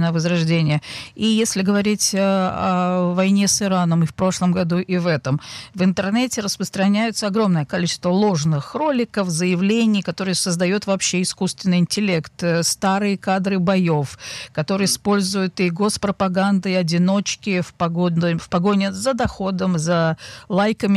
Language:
Russian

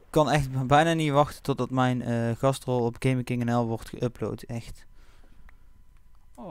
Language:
Dutch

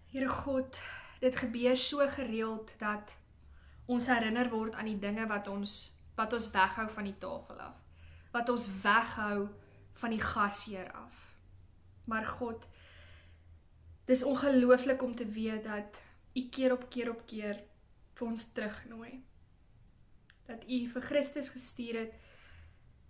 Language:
Afrikaans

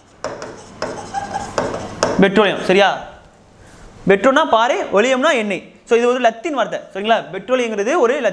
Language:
Tamil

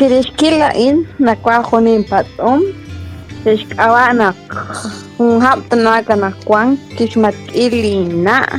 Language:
Kekchí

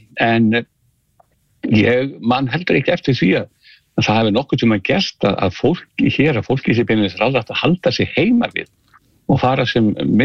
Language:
Icelandic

